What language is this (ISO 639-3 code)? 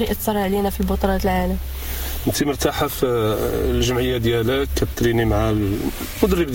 ary